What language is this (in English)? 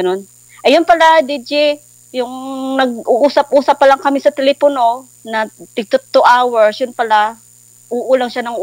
Filipino